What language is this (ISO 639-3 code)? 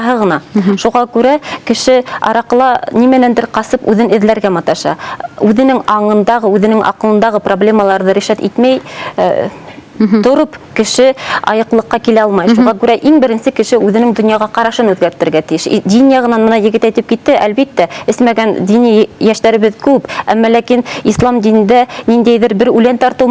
bak